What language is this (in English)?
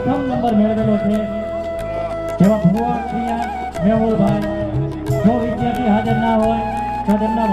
Gujarati